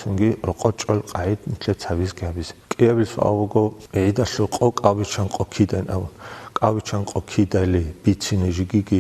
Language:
Avaric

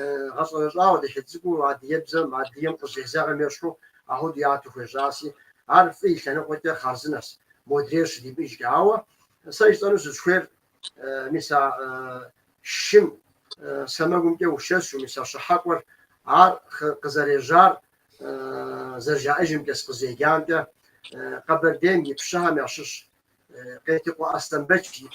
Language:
Kabardian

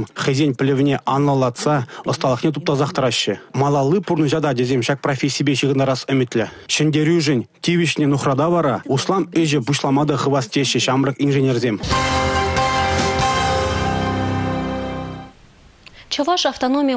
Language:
Chuvash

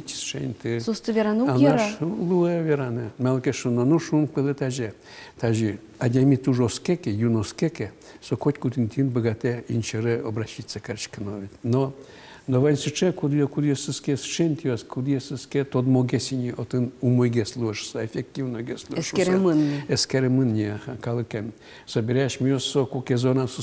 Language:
Udmurt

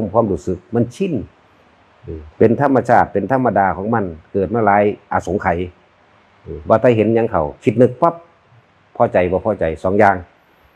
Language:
Northeastern Thai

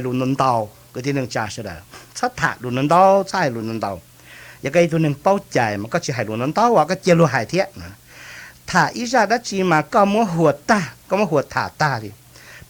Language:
Hmong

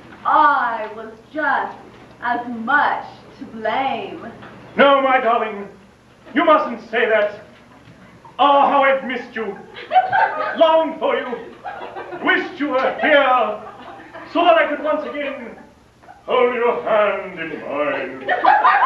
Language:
English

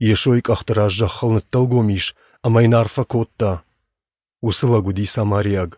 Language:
Ossetic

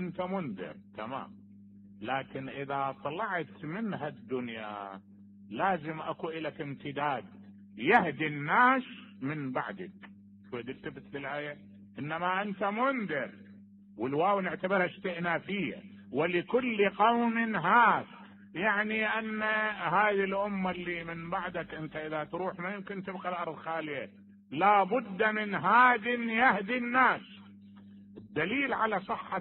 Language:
Mesopotamian Arabic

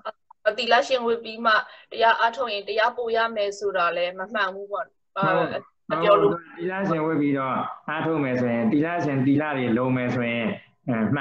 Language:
Burmese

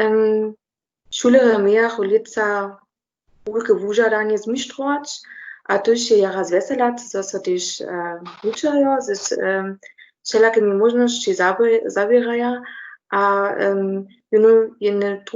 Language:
Upper Sorbian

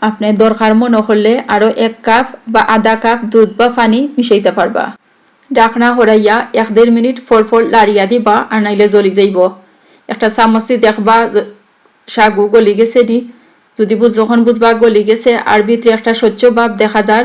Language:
Sylheti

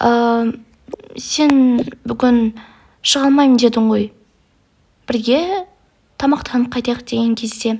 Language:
Kazakh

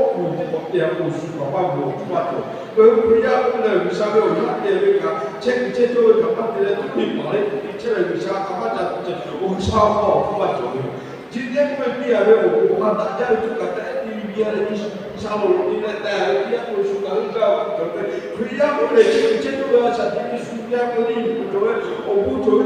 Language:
Lahu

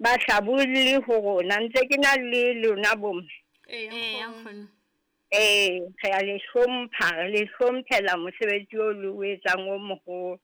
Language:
Southern Sotho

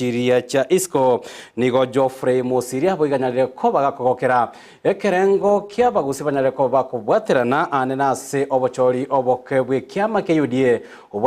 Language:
Gusii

